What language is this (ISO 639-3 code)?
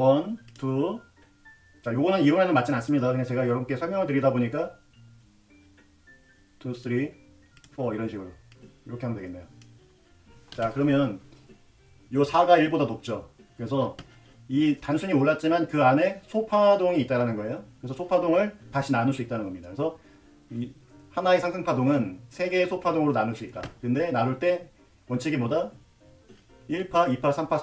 kor